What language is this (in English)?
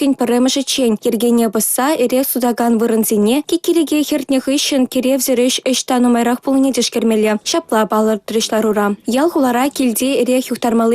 Chuvash